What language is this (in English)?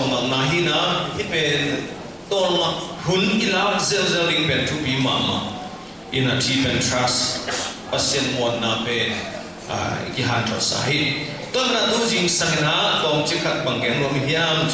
Tedim Chin